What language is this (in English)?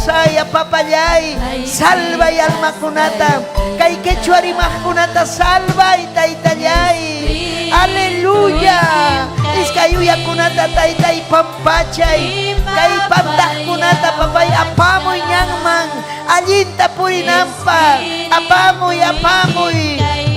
Ayacucho Quechua